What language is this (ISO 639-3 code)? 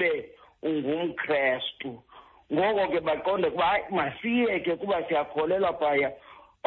xho